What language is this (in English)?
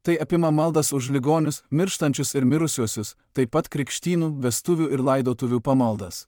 Lithuanian